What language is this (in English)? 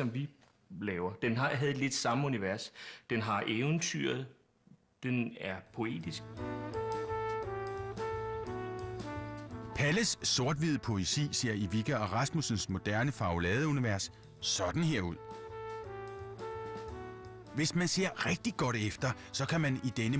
Danish